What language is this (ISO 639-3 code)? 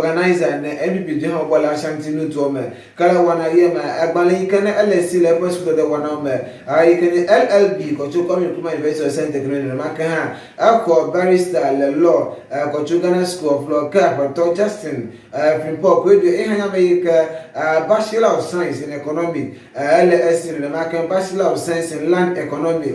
ewe